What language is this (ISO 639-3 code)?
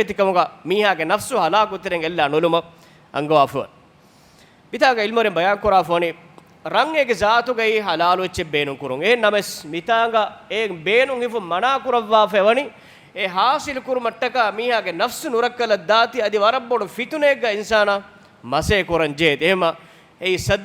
div